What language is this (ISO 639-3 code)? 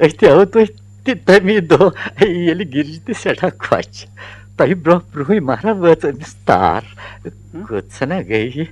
kas